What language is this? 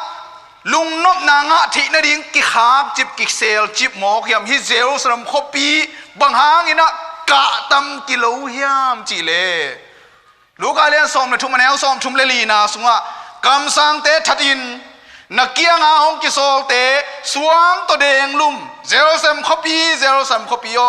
Tedim Chin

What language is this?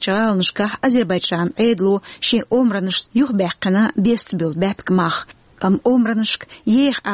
Chechen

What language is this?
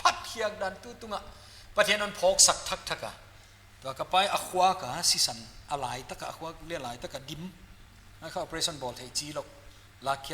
Paite Chin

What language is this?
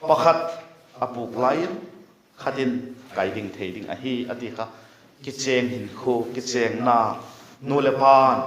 Vaiphei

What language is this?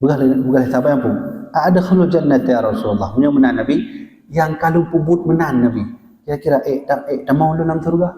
Achinese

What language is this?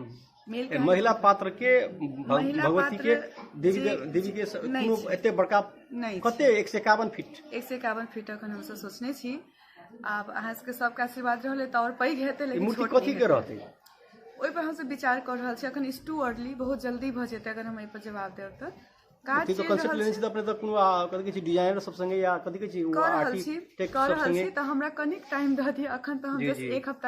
Maithili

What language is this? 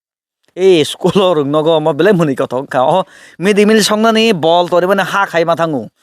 Kok Borok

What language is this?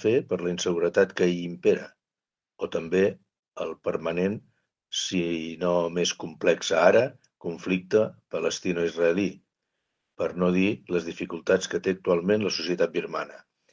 Catalan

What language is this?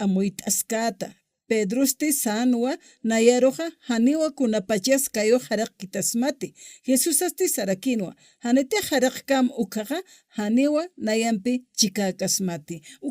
Aymara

